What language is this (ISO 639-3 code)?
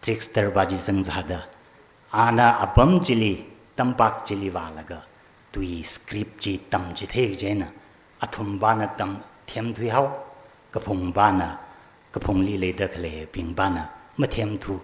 nmf